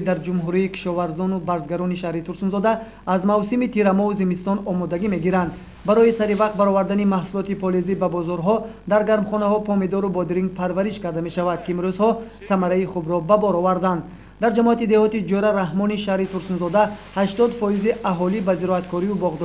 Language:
Tajik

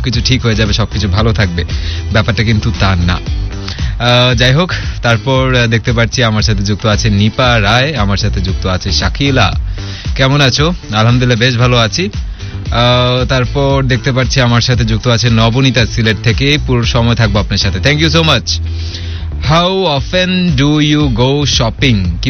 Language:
Bangla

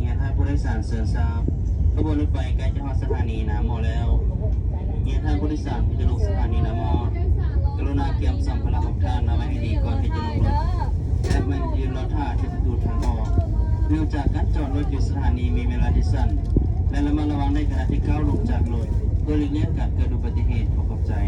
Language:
Lao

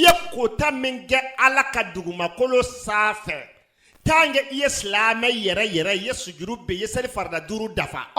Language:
Bambara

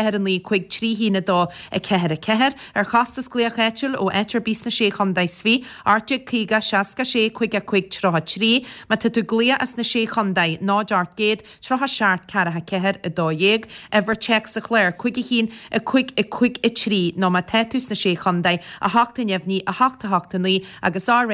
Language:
Irish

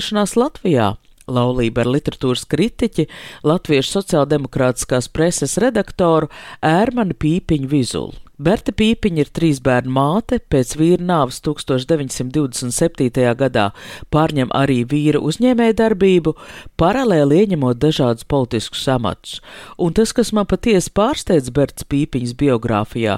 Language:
Latvian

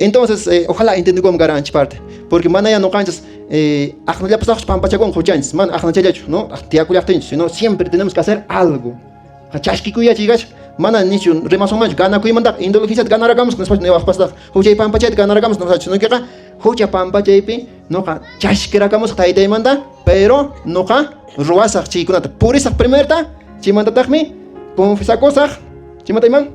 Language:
Quechua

